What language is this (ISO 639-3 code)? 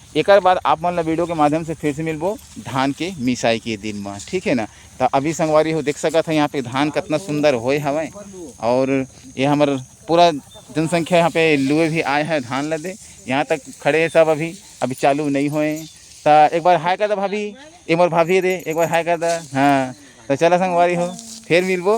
hne